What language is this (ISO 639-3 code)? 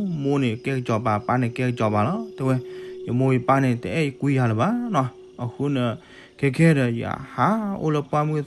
ksw